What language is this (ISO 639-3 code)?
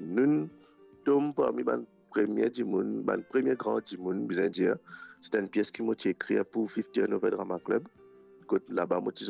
mfe